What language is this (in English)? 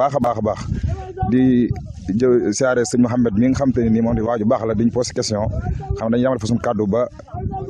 Wolof